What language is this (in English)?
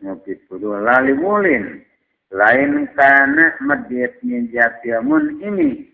Sundanese